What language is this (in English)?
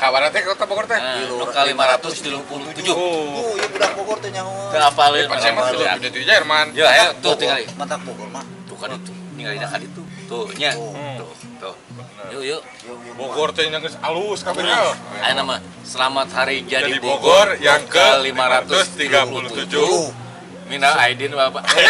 Sundanese